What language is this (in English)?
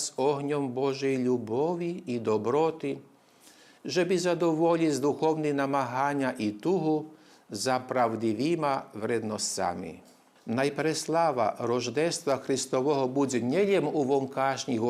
Rusyn